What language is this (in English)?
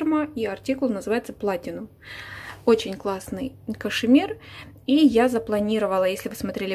Russian